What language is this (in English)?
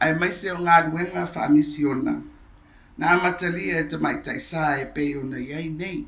Samoan